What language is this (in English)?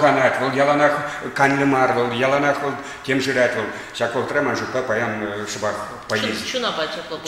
Chuvash